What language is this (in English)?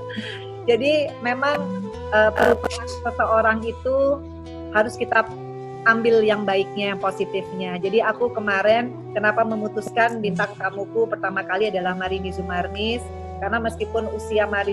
Indonesian